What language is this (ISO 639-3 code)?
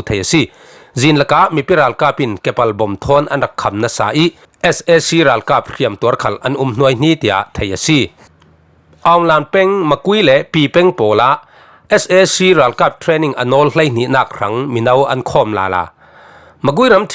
cfm